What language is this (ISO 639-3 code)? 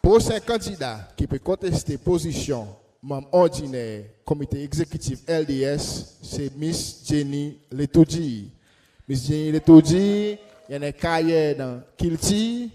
crs